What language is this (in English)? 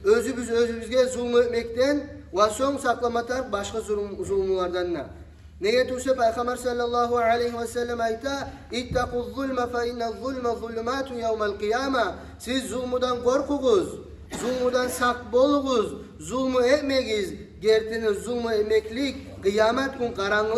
Kumyk